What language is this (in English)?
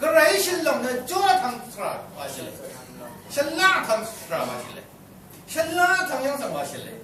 Rawang